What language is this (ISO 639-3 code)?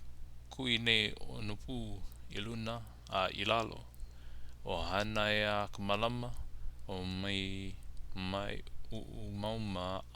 haw